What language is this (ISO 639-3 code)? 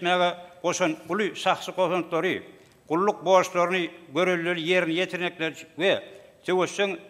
tuk